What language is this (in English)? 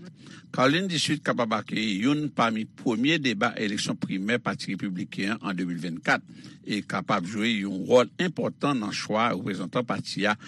Haitian Creole